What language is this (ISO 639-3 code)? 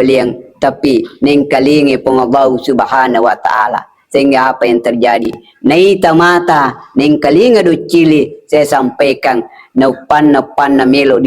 bug